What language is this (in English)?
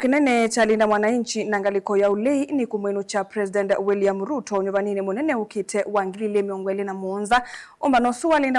Kamba